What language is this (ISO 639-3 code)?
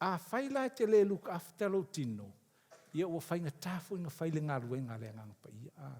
smo